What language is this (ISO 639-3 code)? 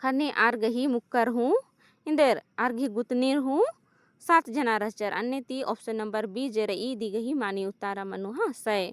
kru